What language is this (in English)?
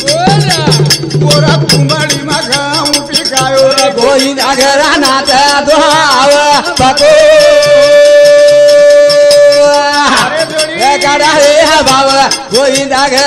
Lambadi